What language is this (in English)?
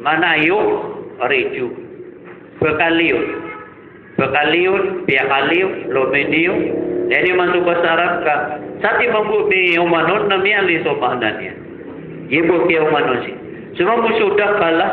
Maranao